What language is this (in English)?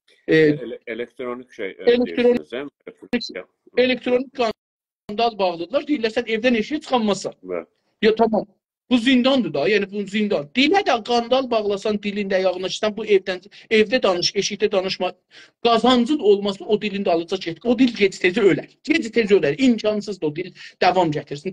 South Azerbaijani